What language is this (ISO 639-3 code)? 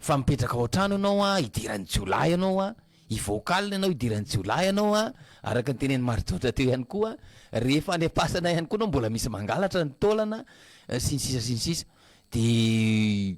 mlg